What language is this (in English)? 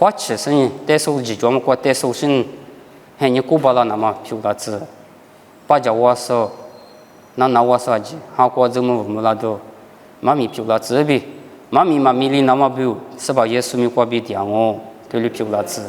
Lisu